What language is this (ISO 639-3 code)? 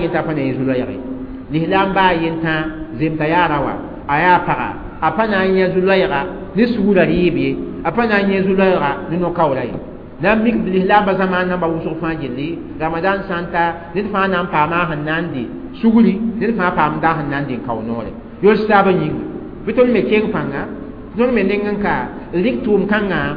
mos